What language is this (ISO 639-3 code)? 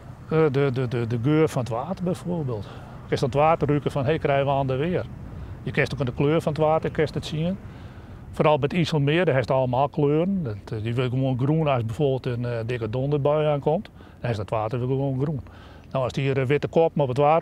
fry